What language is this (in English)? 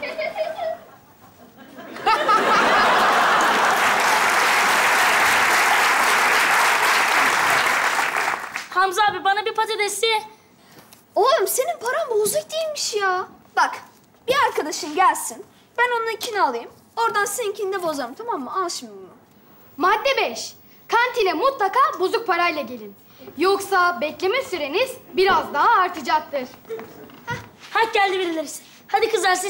Turkish